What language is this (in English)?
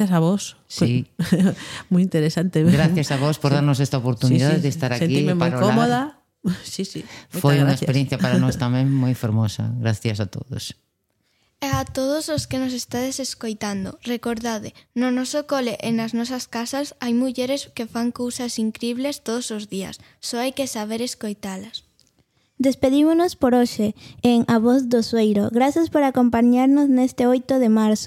Galician